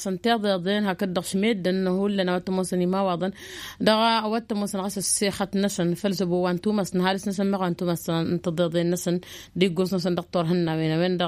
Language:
Tamasheq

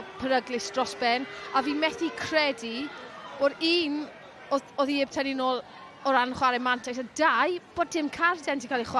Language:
Welsh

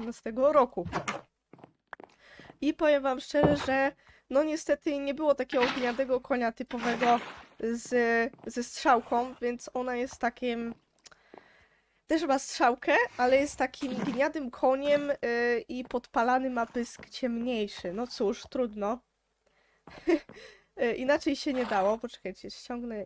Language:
Polish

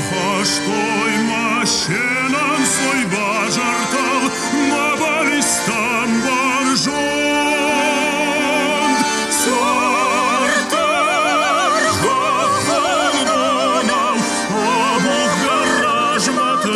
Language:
Ossetic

